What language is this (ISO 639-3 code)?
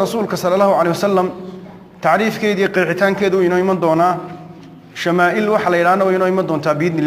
som